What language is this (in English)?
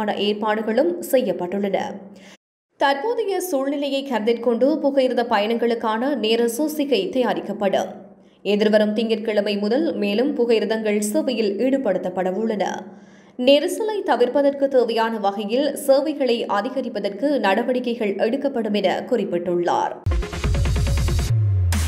Tamil